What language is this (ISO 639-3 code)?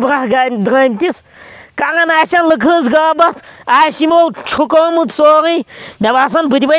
kas